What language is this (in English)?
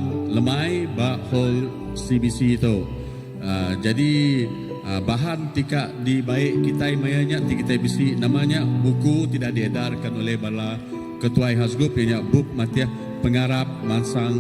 Iban